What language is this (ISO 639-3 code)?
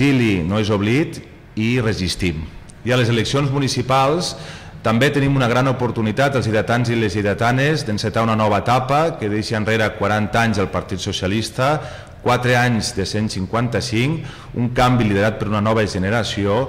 cat